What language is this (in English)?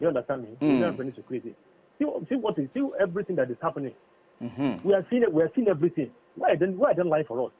Nigerian Pidgin